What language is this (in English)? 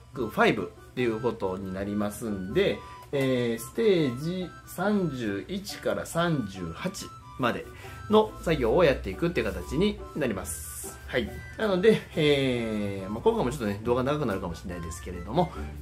Japanese